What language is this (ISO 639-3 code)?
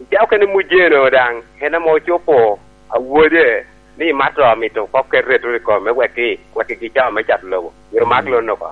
laj